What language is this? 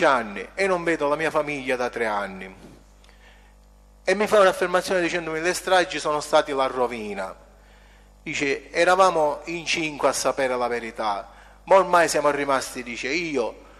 Italian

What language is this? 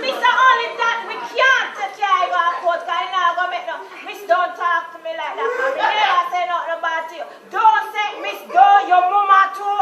Jamaican Creole English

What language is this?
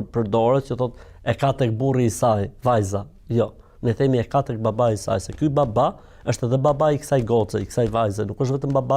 Albanian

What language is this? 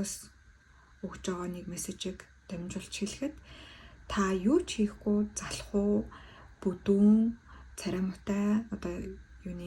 Mongolian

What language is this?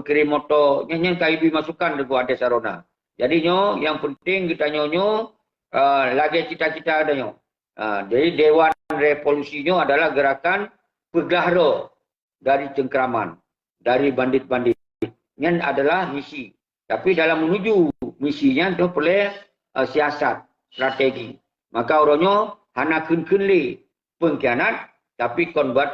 Achinese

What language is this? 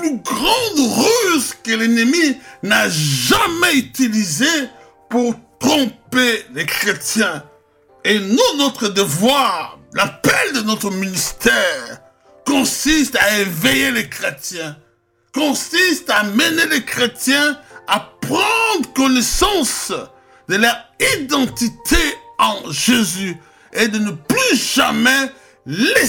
French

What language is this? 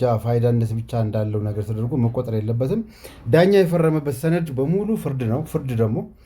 Amharic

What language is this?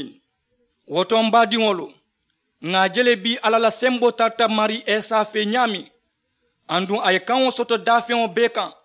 Mandingo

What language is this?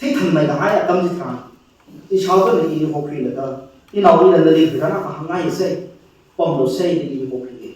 Tangkhul Naga (India)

